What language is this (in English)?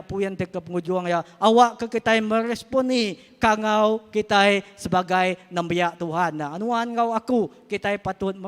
Iban